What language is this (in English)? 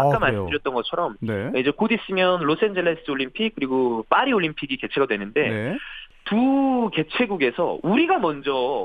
Korean